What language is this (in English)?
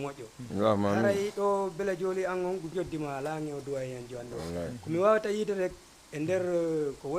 Fula